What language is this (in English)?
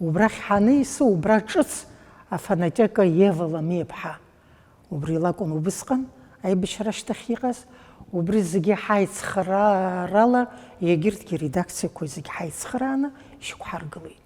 Abkhazian